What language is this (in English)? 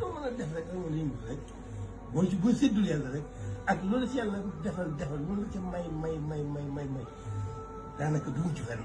Wolof